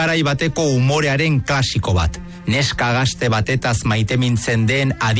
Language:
Basque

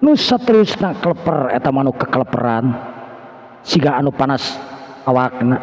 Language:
Sundanese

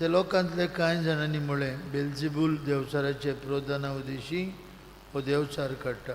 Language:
Konkani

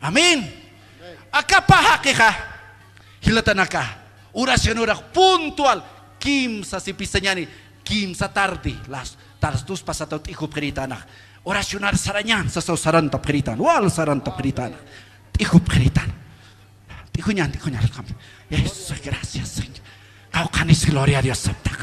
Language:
Aymara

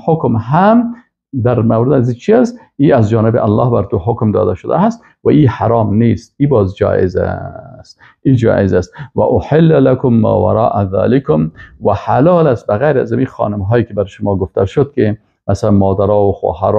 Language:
Persian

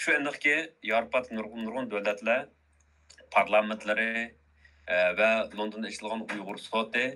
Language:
Uyghur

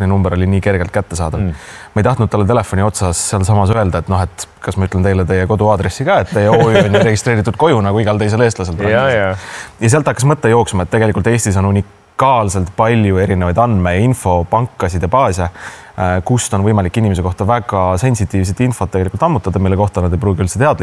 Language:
Estonian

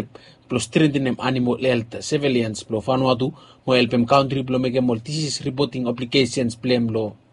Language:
Bislama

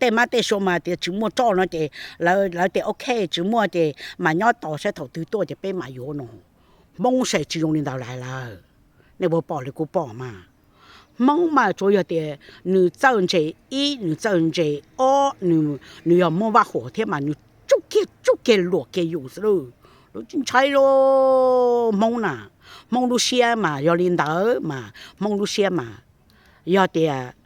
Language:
Hmong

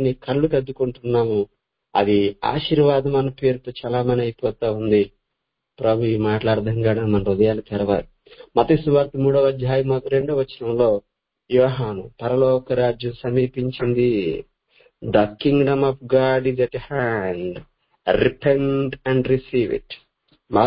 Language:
Telugu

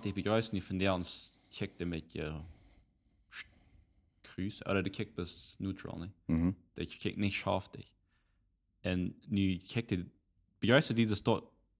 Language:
Plautdietsch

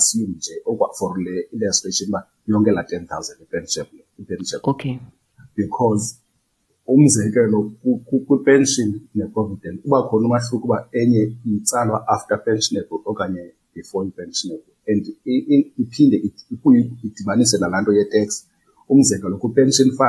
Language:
Xhosa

